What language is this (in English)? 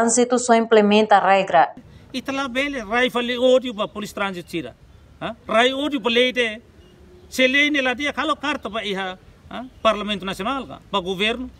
Tetum